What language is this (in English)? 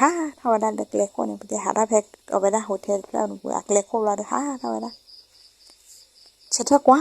S'gaw Karen